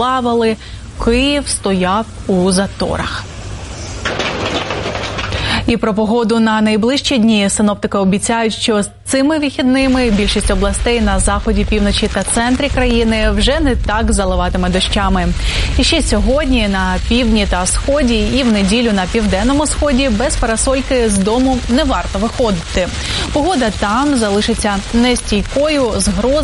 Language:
Ukrainian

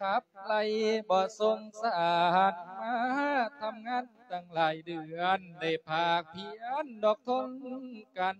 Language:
Lao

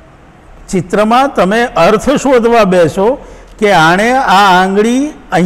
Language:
Gujarati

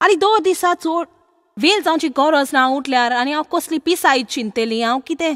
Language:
Konkani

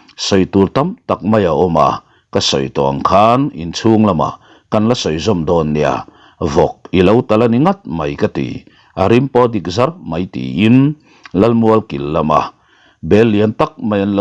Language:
Mizo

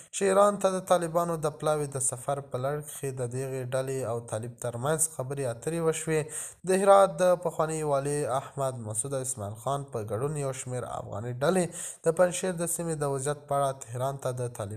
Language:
Pashto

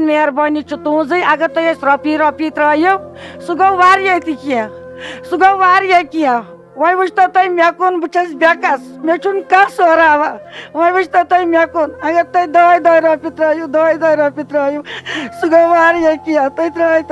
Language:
Kashmiri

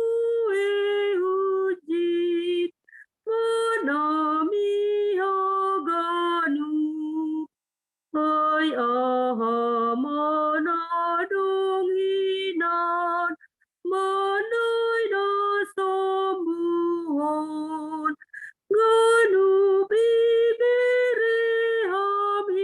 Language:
Batak Simalungun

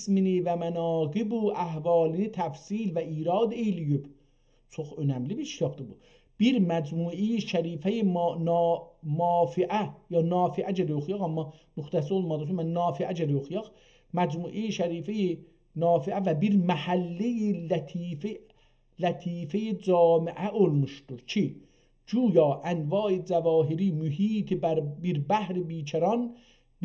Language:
South Azerbaijani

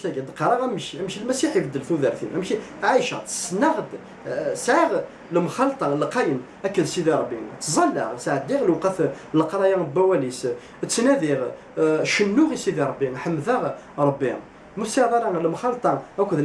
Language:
Kabyle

